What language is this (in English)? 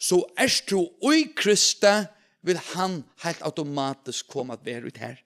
Faroese